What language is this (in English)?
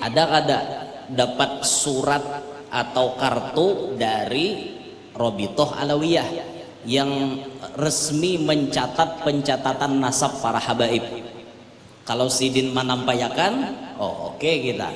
Banjar